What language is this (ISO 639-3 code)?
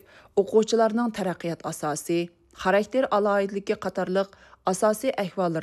uig